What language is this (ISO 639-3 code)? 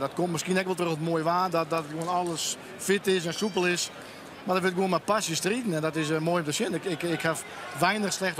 fry